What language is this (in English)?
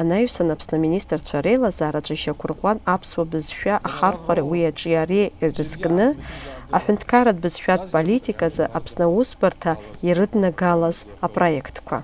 Abkhazian